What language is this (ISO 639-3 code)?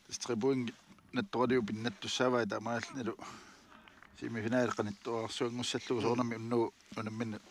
kal